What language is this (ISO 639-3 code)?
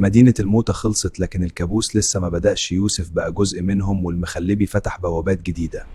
arz